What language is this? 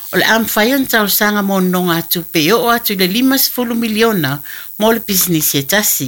Samoan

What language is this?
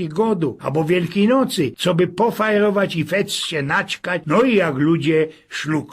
Silesian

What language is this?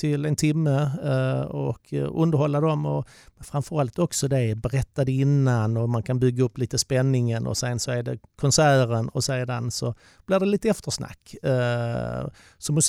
Swedish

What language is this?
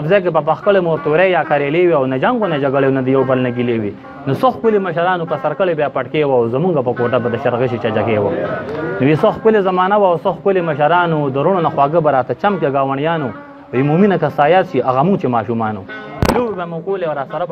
Pashto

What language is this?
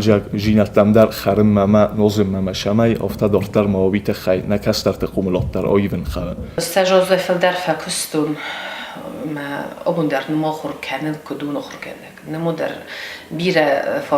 Ossetic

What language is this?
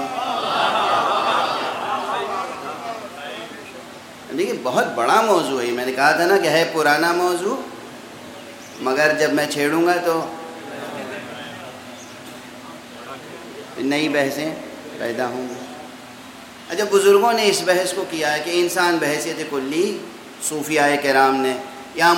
Urdu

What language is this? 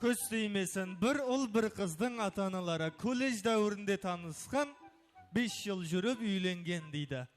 Kara-Kalpak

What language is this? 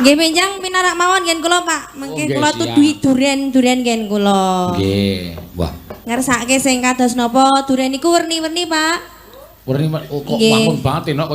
Javanese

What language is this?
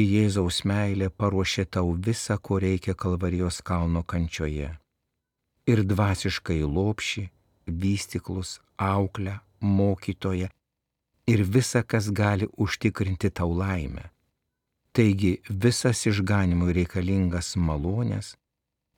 Lithuanian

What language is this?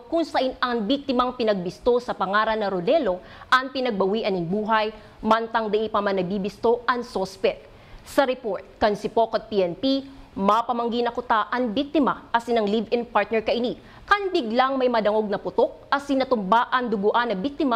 Bikol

